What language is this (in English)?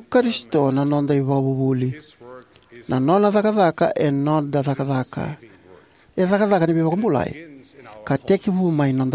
Fijian